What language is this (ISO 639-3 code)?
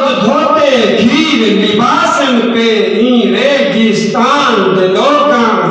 skr